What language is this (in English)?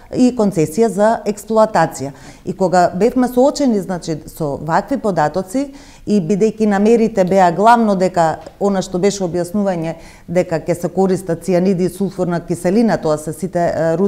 Macedonian